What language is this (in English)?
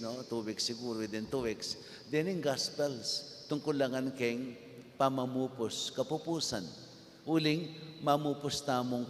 Pampanga